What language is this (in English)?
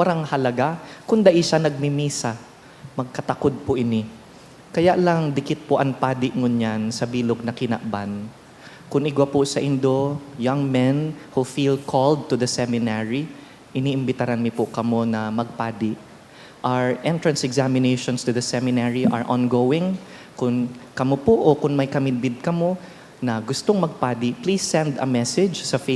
Bikol